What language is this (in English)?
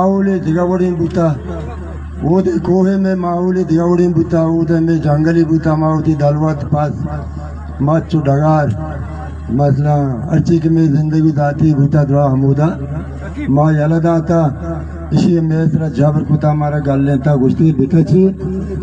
Baluchi